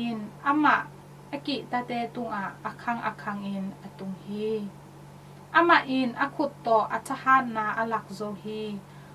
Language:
Tedim Chin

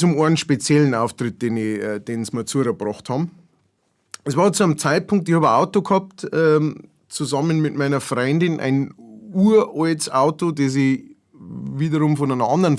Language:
Bavarian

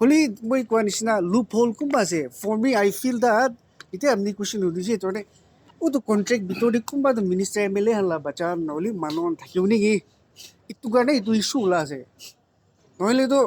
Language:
Naga Pidgin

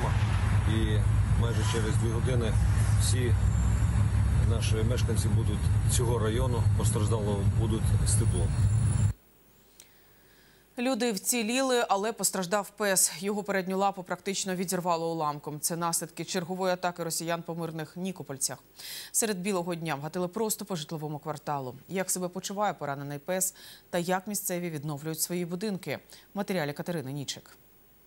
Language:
Ukrainian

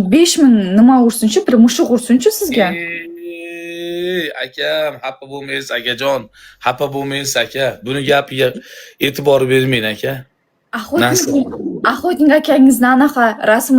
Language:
Uzbek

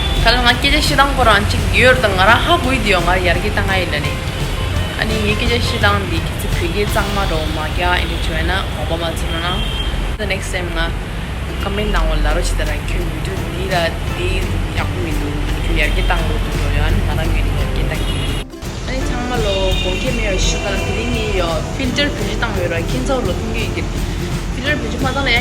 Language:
Tibetan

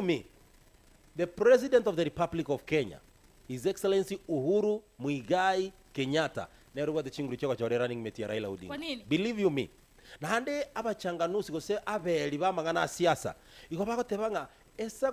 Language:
Gusii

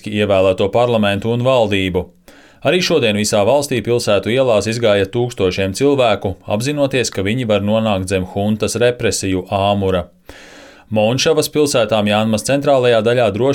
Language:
Latvian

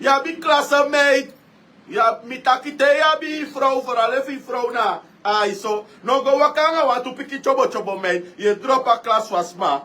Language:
Sranan Tongo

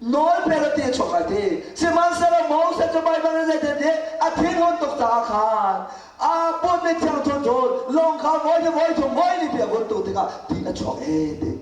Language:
Hakha Chin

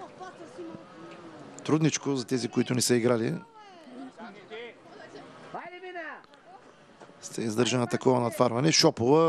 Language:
Bulgarian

